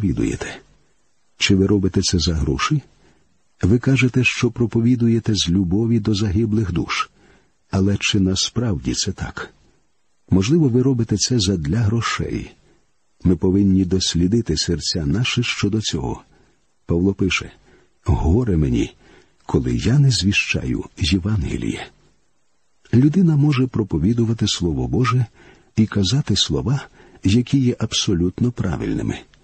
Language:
Ukrainian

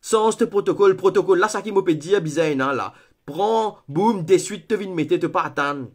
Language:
Morisyen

